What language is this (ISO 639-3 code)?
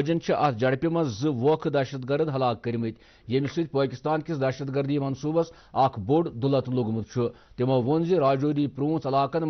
kas